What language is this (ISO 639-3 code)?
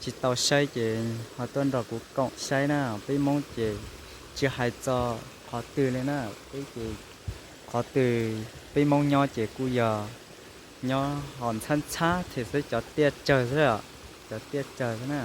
hmn